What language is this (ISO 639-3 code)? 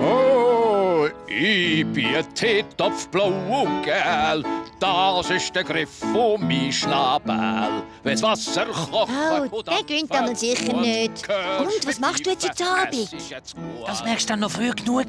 gsw